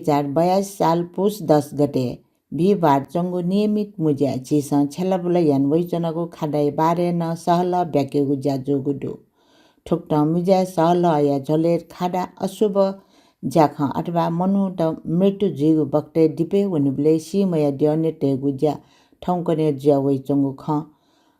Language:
Newari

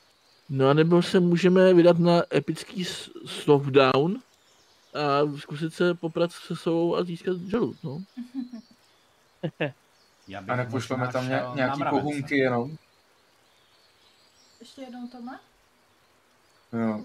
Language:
Czech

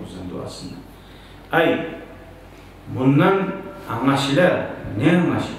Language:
Kumyk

